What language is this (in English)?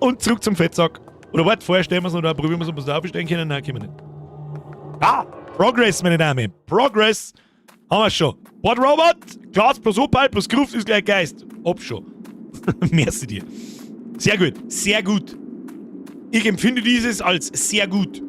Bavarian